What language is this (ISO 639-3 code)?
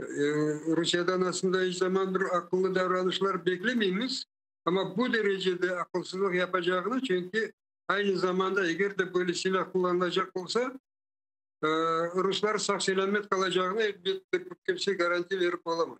crh